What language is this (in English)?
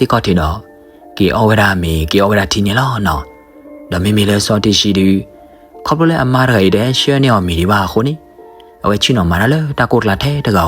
S'gaw Karen